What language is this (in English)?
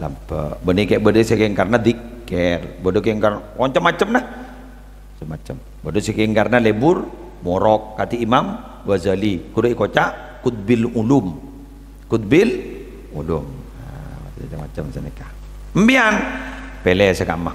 Madurese